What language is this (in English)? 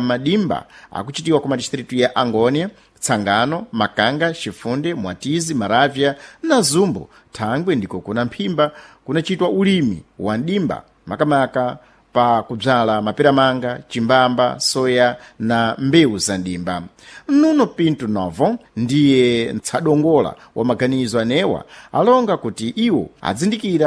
Sena